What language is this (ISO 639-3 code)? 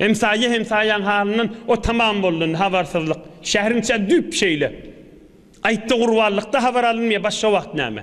tuk